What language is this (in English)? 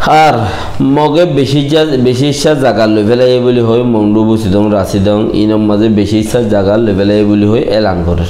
Rohingya